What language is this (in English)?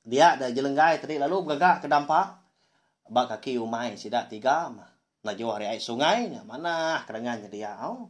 Iban